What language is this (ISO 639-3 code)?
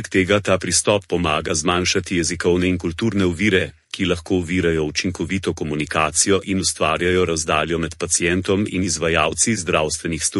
slv